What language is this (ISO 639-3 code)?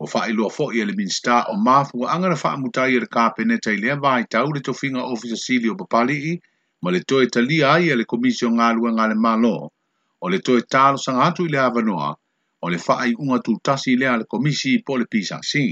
smo